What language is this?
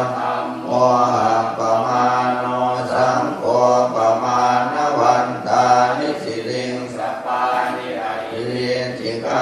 Pali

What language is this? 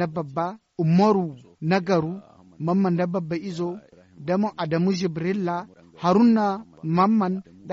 Zarma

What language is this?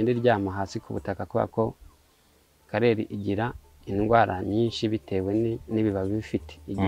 Kinyarwanda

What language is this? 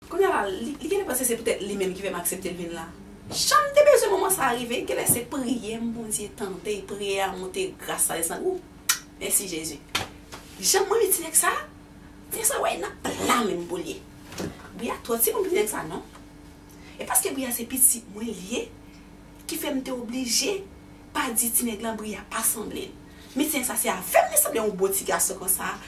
Haitian Creole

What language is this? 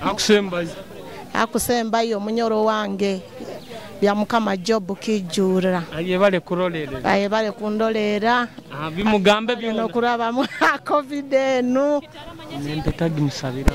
Nyoro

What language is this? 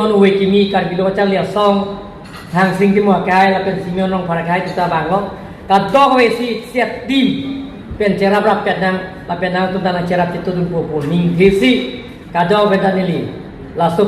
Karbi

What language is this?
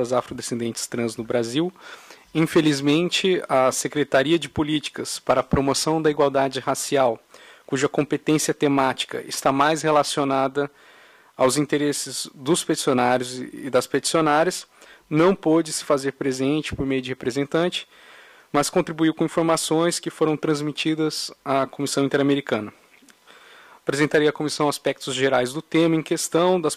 Portuguese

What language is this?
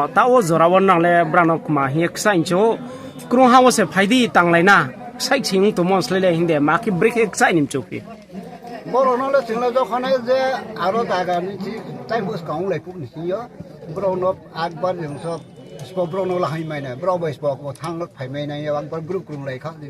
Riang (India)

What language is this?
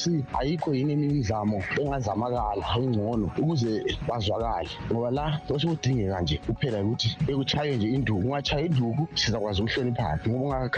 North Ndebele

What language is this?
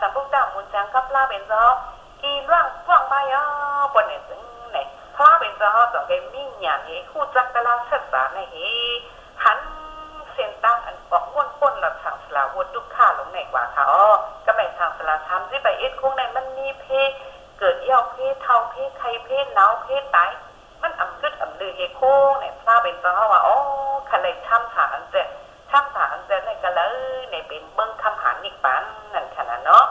Shan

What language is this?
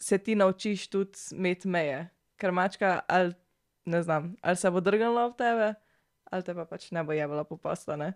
Slovenian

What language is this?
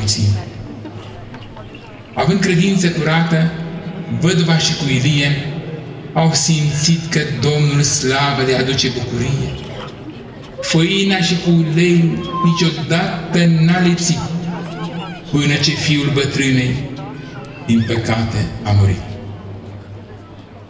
Romanian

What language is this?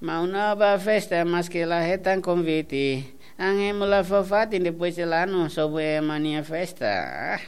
Tetum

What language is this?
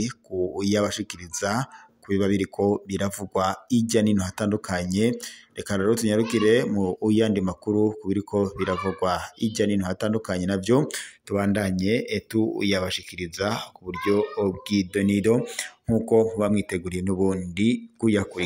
Rundi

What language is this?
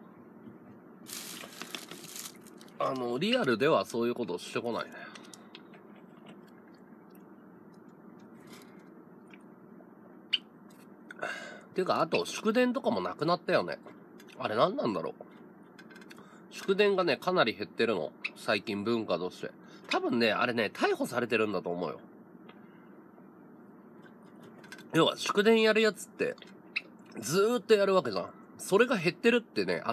Japanese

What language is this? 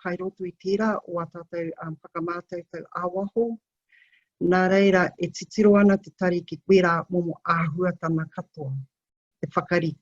Māori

